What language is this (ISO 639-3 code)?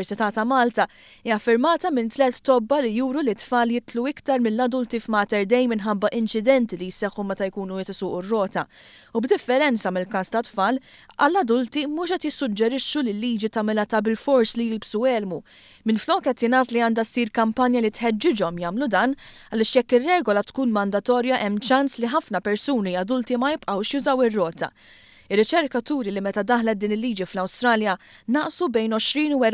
mlt